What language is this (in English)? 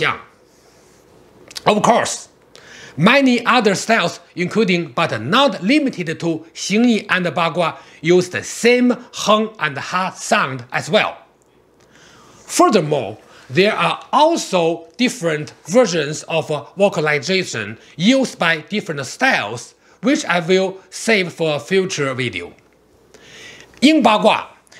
English